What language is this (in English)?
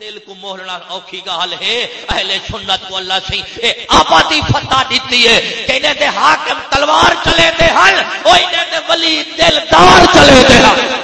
Saraiki